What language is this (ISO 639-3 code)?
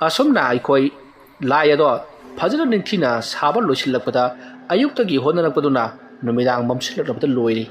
mni